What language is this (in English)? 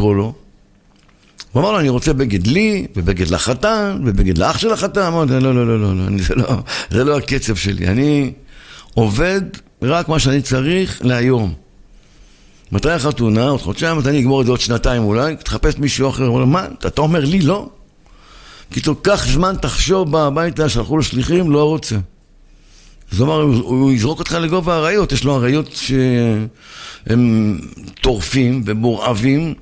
Hebrew